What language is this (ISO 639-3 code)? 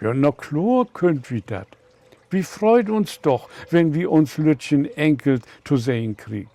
nds